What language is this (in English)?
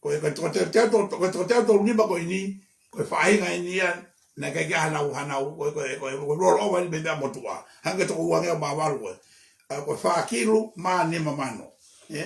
Tongan